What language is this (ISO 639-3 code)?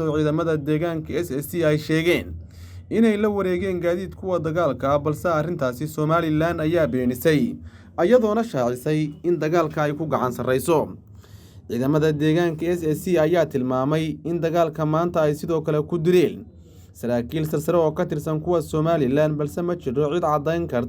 som